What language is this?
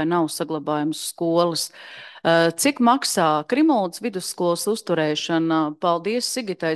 Latvian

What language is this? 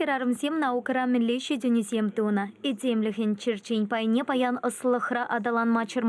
Chuvash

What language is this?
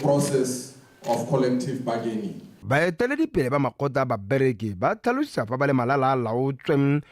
Tswana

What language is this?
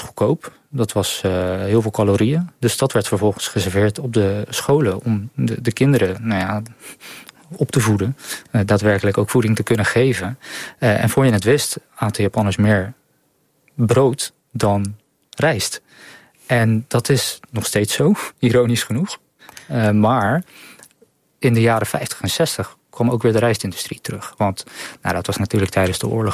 Dutch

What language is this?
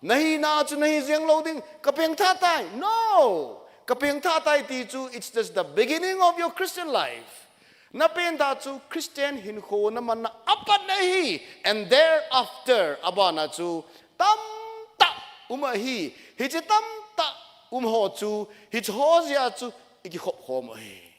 Thado Chin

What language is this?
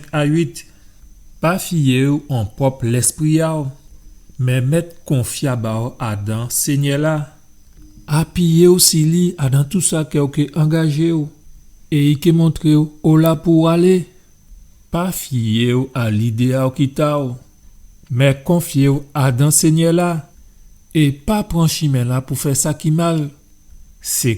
Guadeloupean Creole French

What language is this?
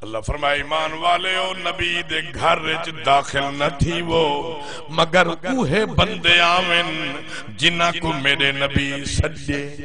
Saraiki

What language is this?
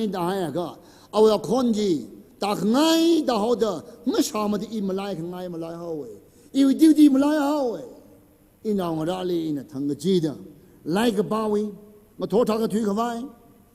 Tangkhul Naga (India)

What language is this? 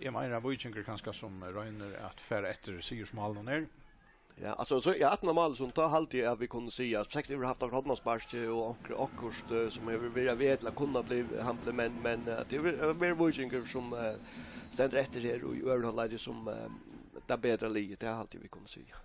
Faroese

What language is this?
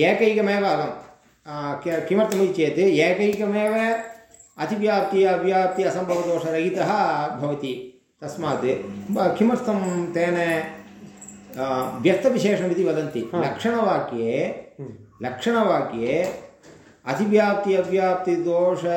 Sanskrit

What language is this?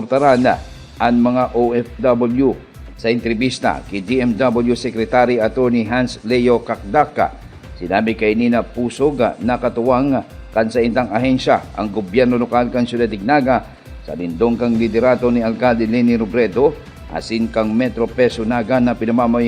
Bikol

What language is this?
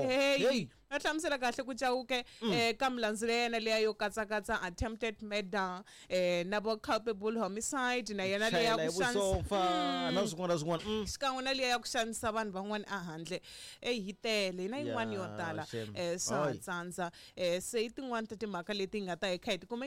Tsonga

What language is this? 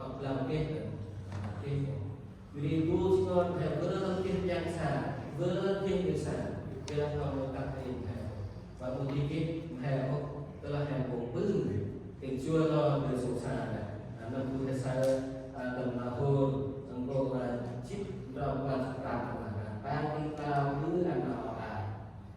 Central Mnong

